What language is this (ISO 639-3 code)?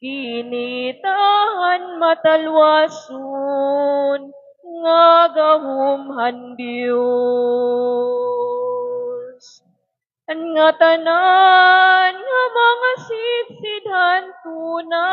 war